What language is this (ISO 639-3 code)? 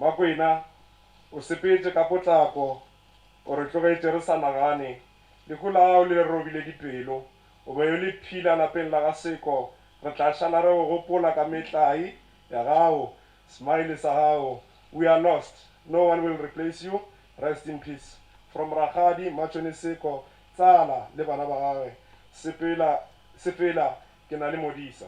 nso